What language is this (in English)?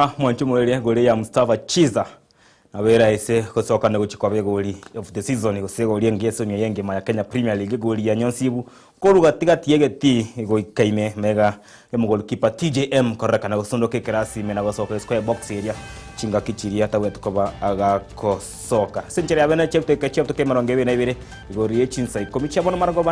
Gusii